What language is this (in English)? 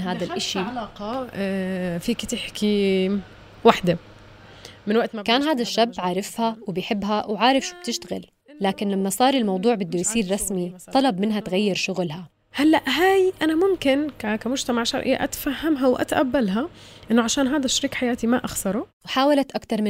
North Levantine Arabic